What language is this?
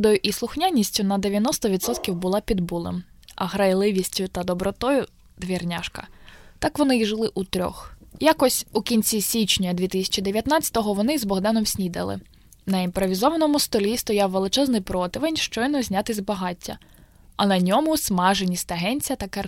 Ukrainian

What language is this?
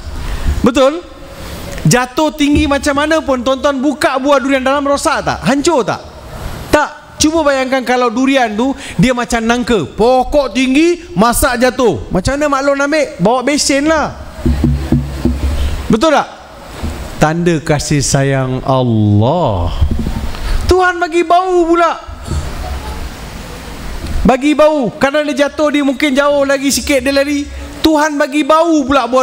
Malay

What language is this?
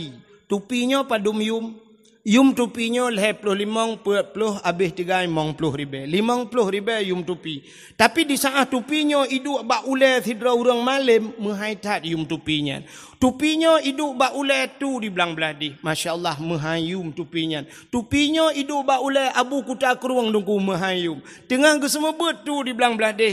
Achinese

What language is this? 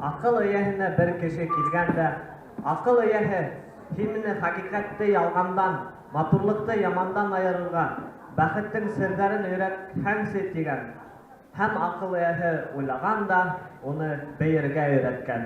Bashkir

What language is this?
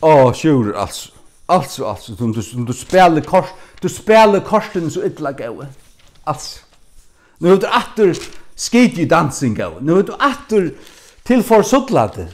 Faroese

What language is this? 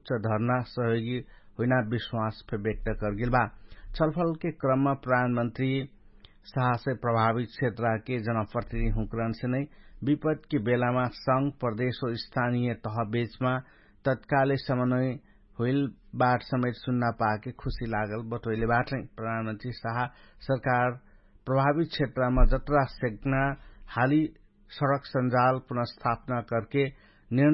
Dangaura Tharu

